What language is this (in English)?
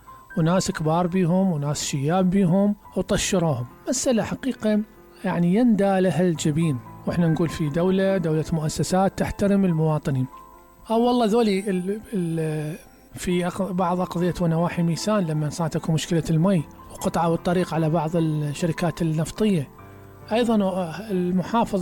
Mesopotamian Arabic